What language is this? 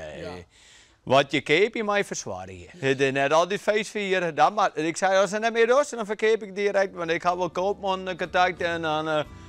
Western Frisian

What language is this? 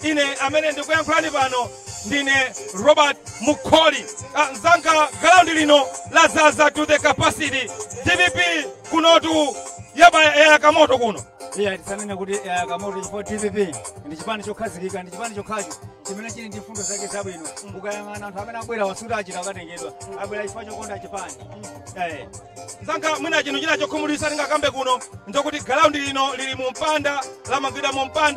Nyanja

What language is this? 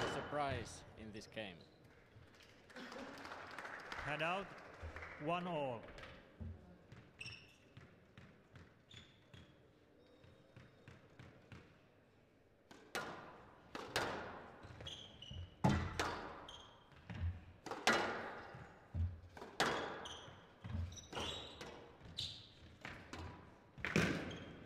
Finnish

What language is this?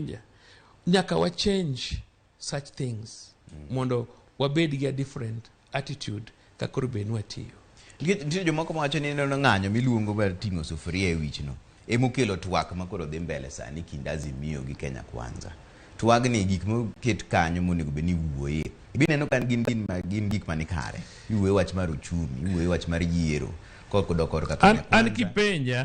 Luo (Kenya and Tanzania)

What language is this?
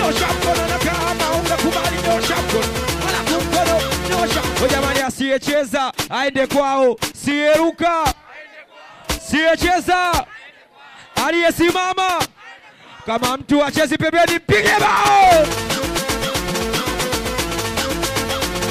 Swahili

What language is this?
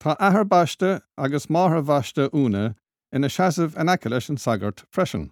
Irish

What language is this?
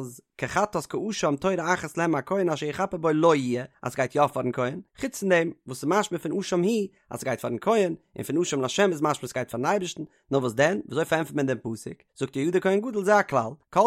Yiddish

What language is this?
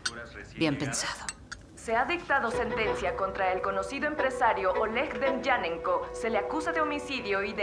Spanish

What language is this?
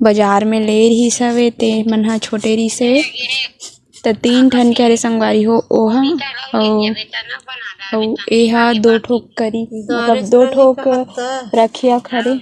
Chhattisgarhi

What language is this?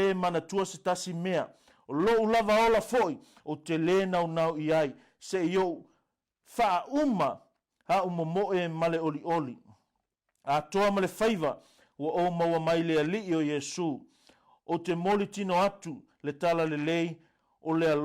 Samoan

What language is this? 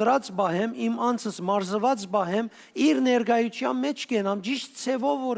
Western Armenian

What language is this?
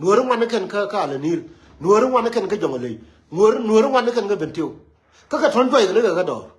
Nuer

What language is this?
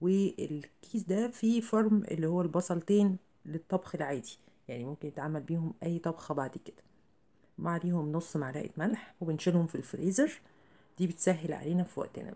Egyptian Arabic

